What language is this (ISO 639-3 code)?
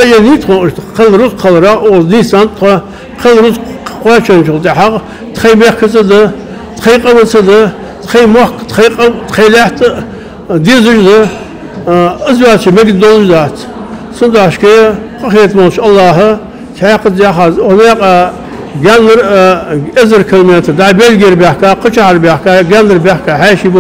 inh